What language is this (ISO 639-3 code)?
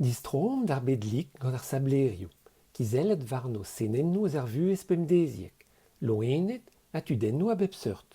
bre